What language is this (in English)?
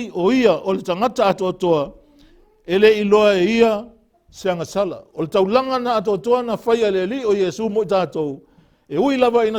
Samoan